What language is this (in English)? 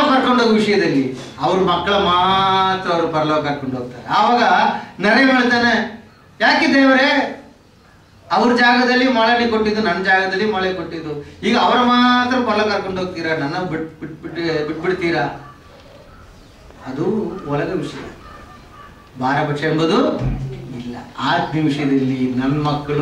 Kannada